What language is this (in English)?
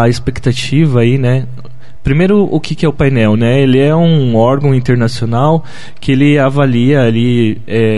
Portuguese